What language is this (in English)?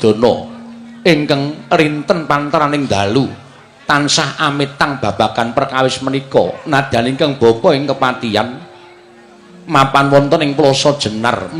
Javanese